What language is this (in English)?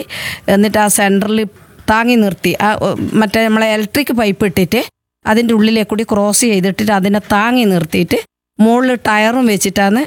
Malayalam